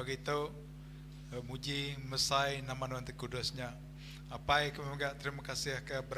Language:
Iban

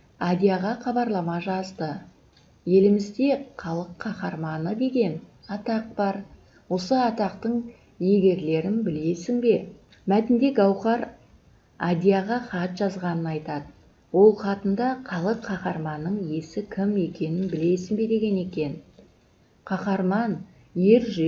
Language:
Kazakh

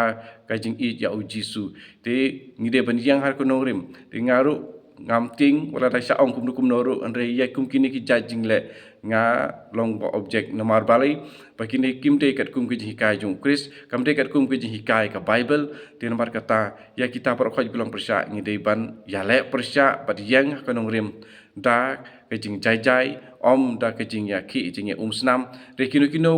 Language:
Khasi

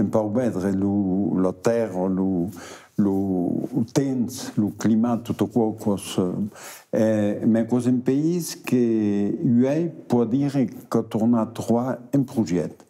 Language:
Occitan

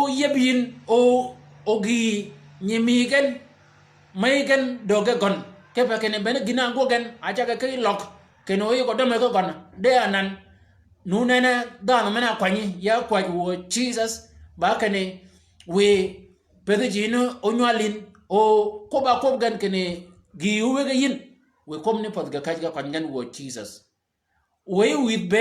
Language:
Shilluk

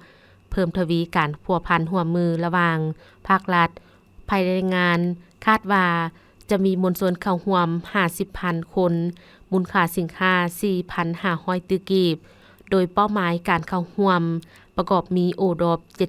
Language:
Lao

